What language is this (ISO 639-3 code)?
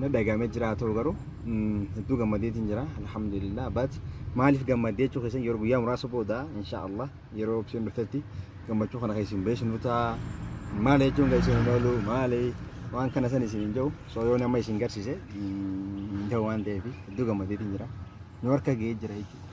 orm